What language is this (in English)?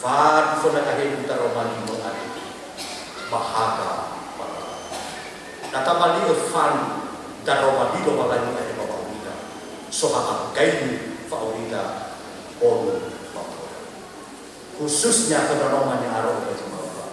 Nias